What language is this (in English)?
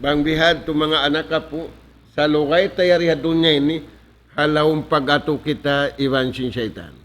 Tausug